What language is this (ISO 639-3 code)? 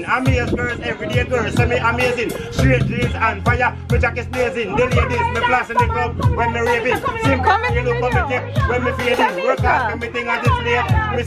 jam